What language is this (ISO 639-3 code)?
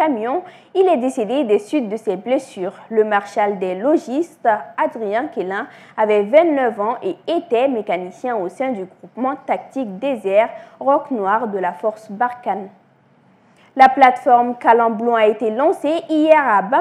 fra